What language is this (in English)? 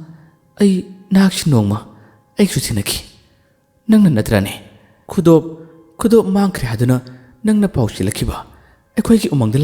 Manipuri